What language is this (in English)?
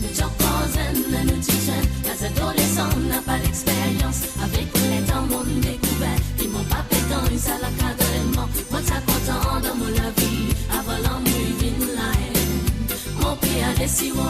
Morisyen